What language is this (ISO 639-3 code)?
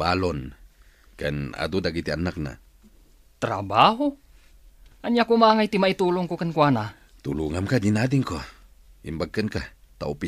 ilo